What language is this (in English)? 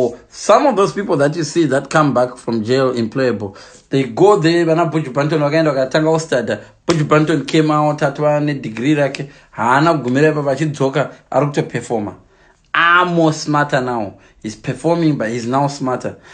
Shona